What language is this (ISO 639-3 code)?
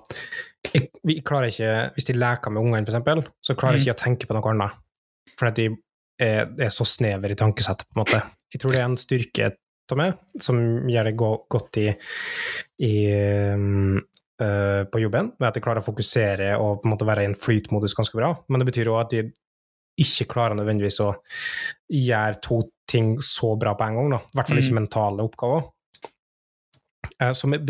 nor